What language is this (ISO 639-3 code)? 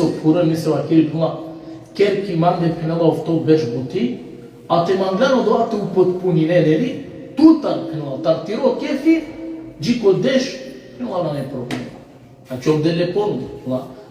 rmn